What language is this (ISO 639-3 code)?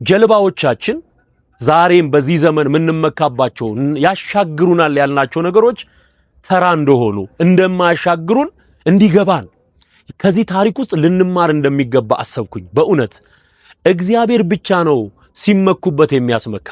amh